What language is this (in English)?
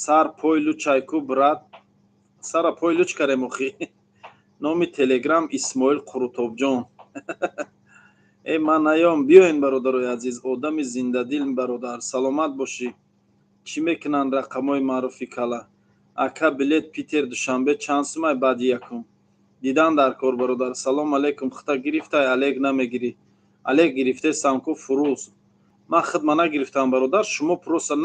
Tajik